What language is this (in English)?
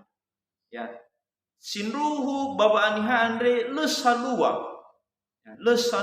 Nias